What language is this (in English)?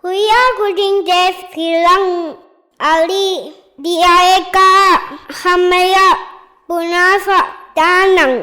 Divehi